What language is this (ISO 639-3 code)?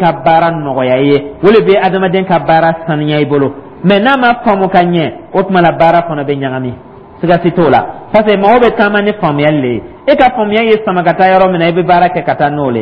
dyu